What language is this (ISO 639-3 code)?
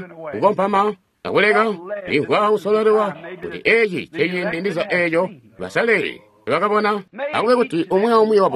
toi